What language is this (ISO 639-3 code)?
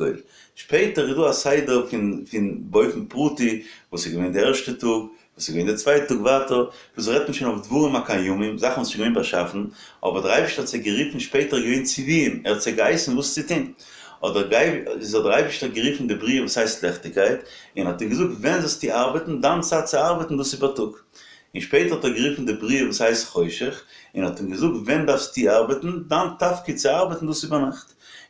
yid